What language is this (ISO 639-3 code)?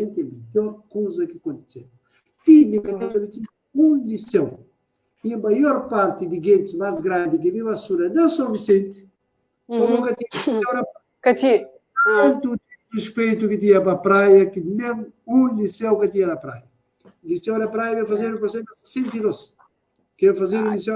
kea